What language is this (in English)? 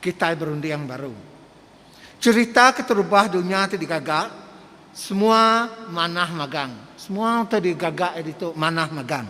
Iban